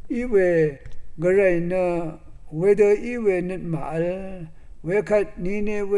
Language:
Rawang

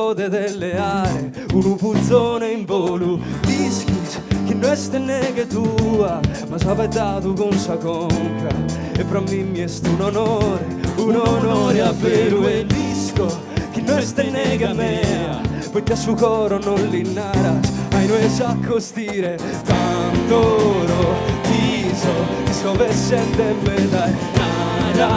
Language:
Sardinian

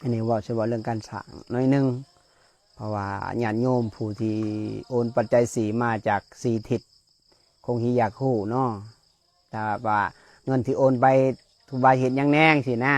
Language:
Lao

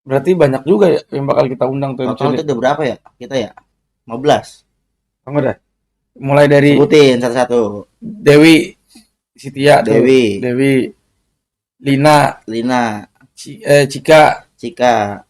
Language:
Betawi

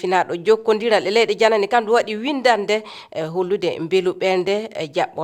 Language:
Fula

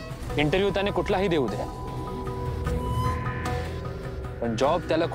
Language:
Marathi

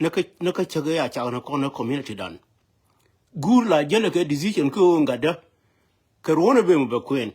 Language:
Nuer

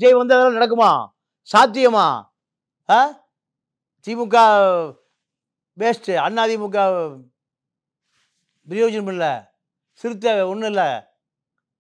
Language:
Tamil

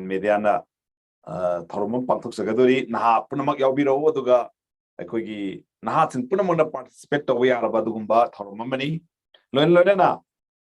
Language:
Manipuri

